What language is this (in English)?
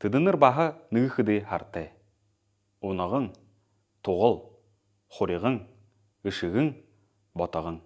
Buriat